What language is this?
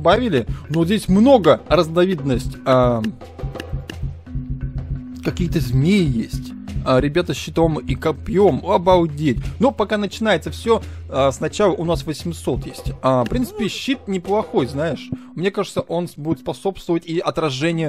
Russian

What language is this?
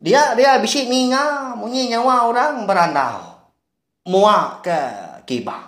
Iban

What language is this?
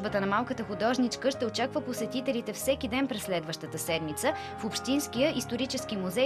Bulgarian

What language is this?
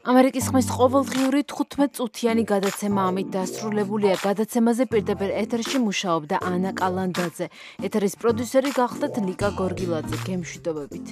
Georgian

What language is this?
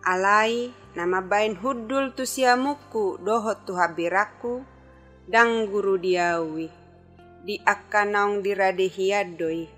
Batak Toba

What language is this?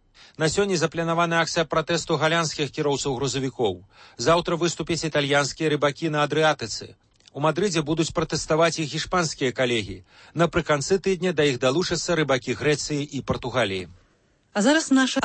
Belarusian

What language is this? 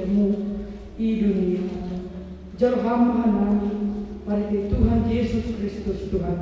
Batak Simalungun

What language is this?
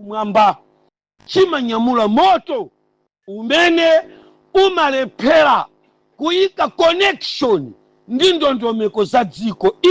Nyanja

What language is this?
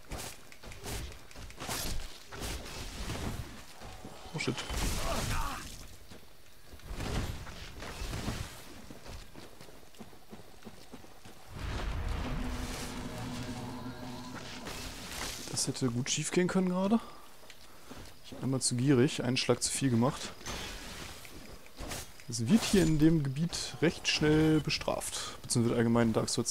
German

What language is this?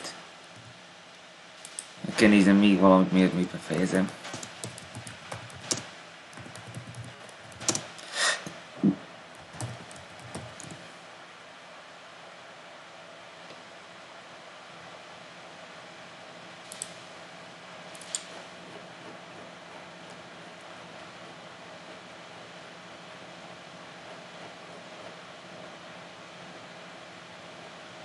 Hungarian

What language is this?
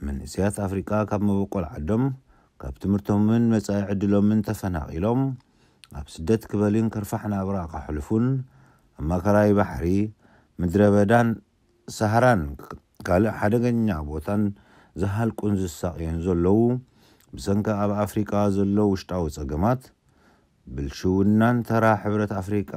Tigrinya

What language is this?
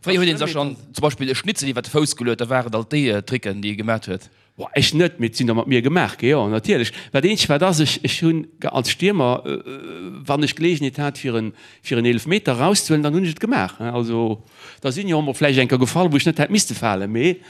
Luxembourgish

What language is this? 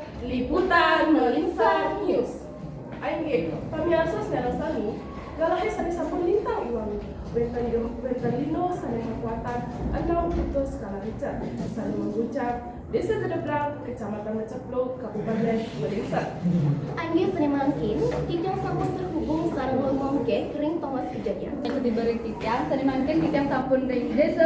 Balinese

